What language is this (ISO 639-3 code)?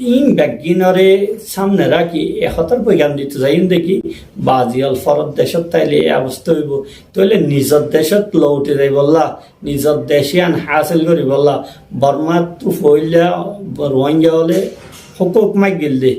rhg